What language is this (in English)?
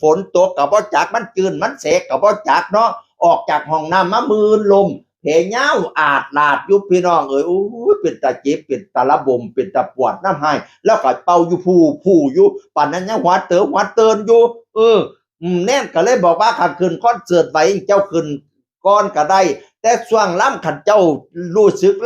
Northeastern Thai